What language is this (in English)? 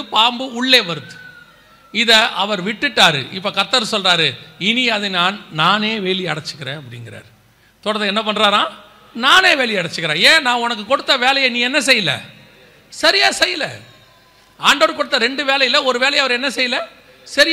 Tamil